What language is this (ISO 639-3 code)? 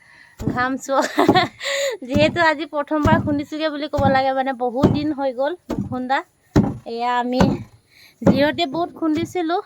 asm